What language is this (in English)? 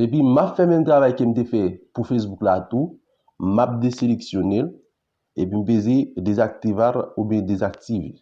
Haitian Creole